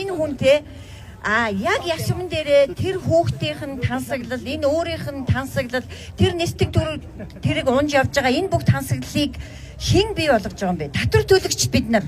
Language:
Mongolian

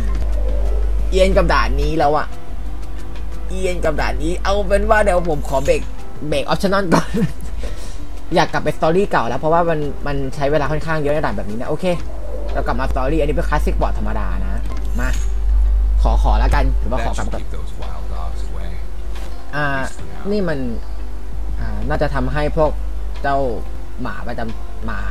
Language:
Thai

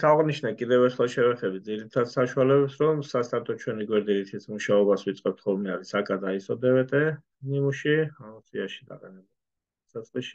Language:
Georgian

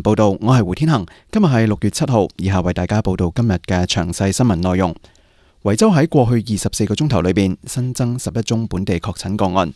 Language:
Cantonese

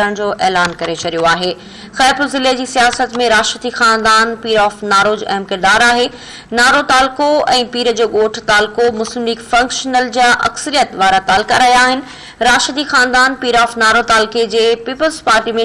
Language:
Sindhi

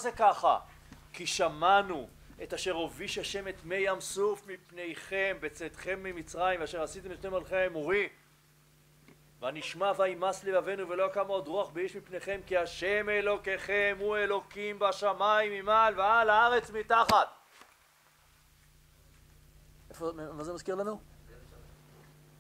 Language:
Hebrew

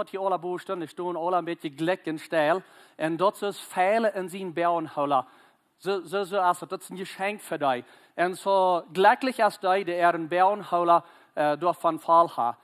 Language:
Plautdietsch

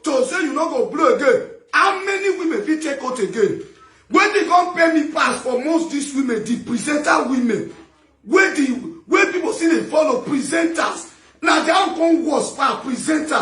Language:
Nigerian Pidgin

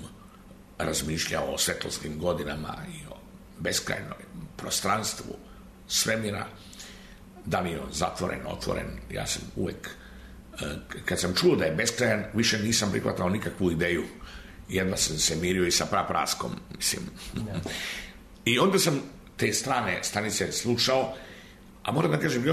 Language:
Serbian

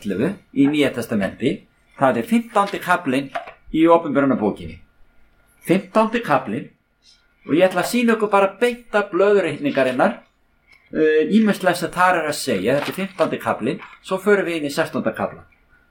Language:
Icelandic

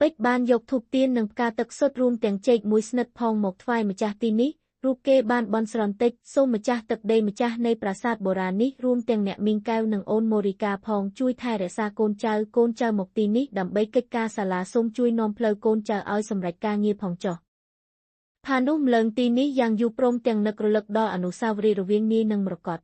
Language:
Khmer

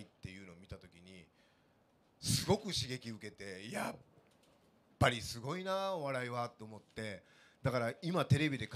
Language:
Japanese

